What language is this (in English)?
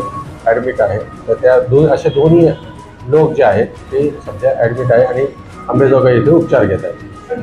Marathi